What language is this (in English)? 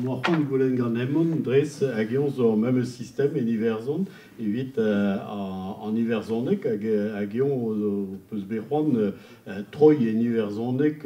Breton